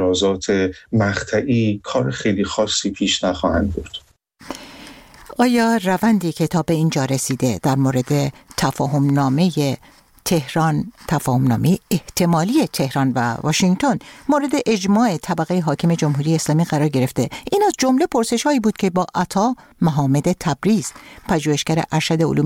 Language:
Persian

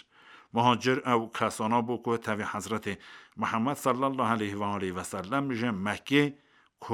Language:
Kurdish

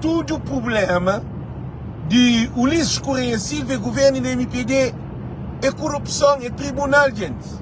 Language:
Kabuverdianu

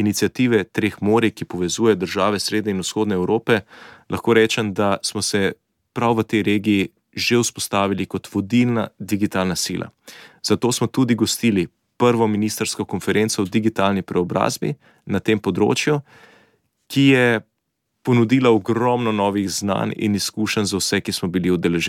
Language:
Slovenian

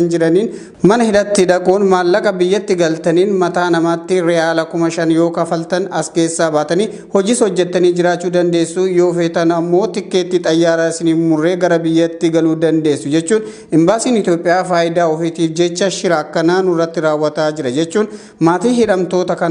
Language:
Oromo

